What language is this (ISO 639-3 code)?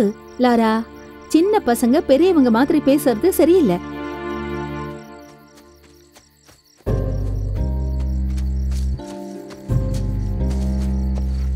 tam